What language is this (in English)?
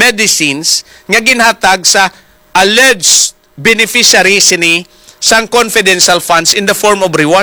Hiligaynon